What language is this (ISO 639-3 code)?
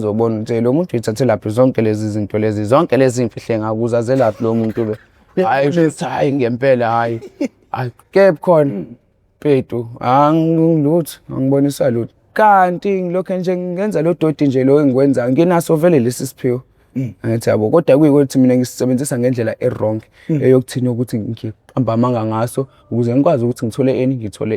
zul